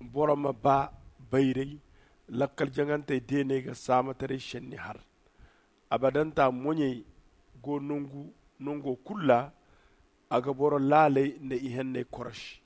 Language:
Zarma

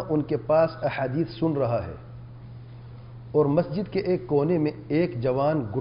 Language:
Urdu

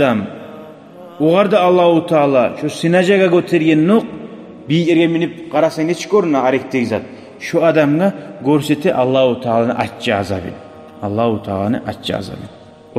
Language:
Kumyk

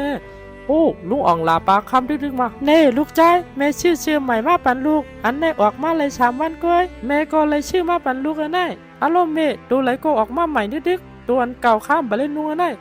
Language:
Shan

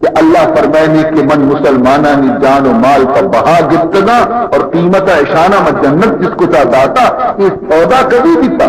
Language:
Baluchi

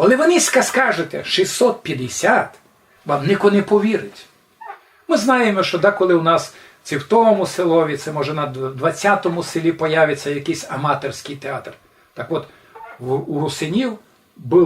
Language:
Rusyn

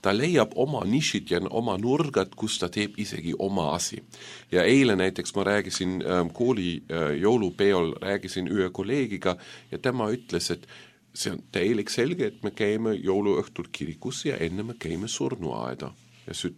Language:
Estonian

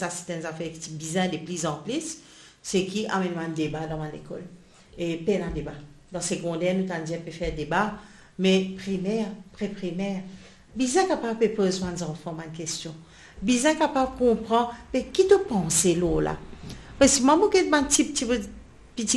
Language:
Morisyen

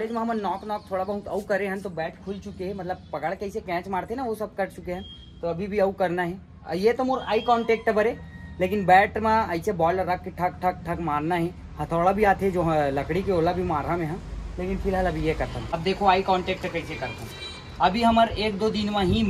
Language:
Chhattisgarhi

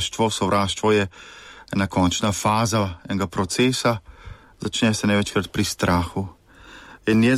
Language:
Slovenian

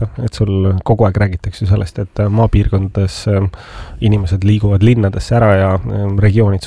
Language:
Estonian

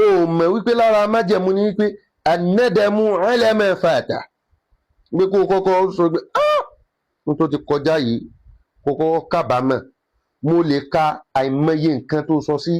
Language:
Yoruba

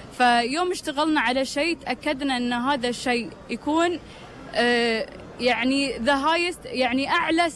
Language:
Gulf Arabic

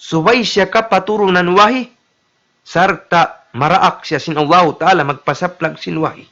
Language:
Tausug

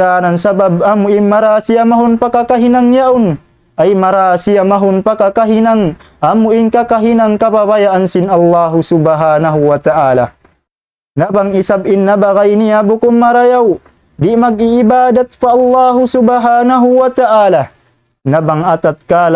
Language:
Tausug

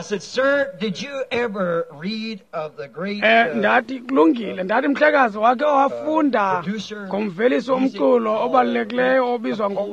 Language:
Xhosa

